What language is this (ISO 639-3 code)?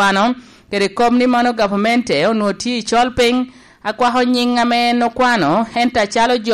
laj